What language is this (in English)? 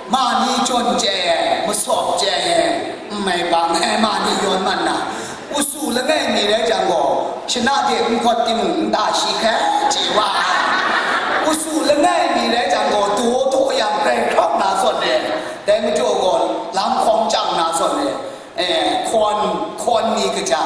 Kachin